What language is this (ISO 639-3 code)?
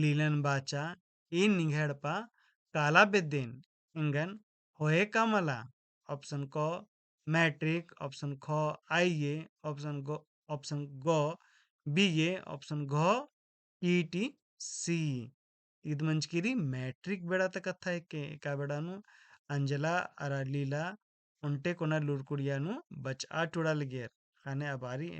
kru